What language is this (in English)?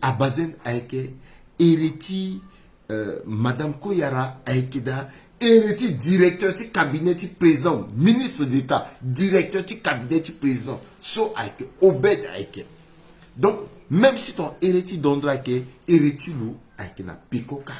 Sango